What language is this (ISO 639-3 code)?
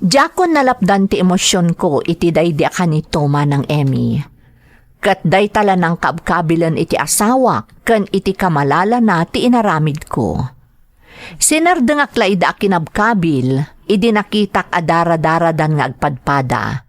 ilo